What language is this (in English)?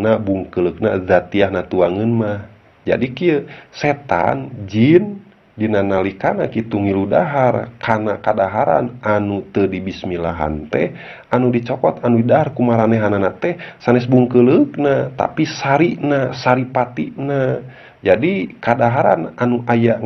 Sundanese